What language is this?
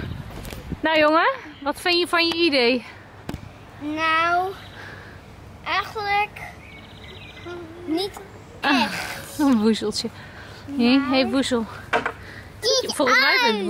Dutch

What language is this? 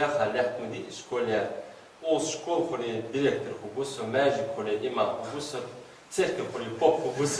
Ingush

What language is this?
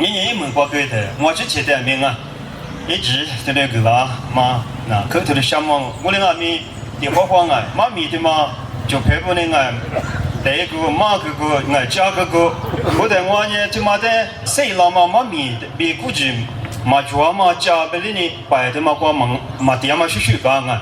Lisu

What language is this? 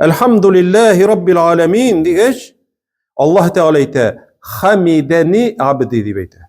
Tatar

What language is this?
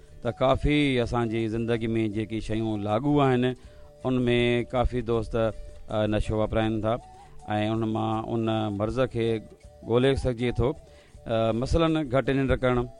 Sindhi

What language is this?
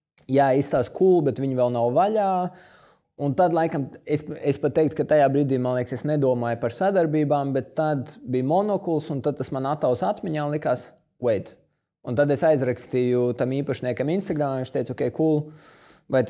Latvian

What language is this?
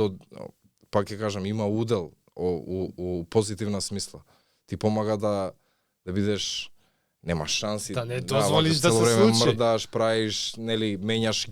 Macedonian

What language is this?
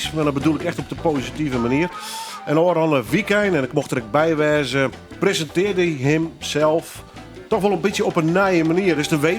Western Frisian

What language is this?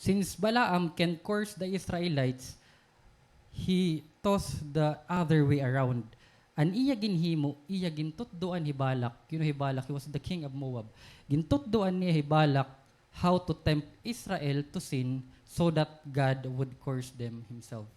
Waray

